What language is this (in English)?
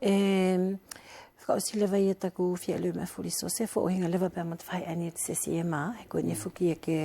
Wallisian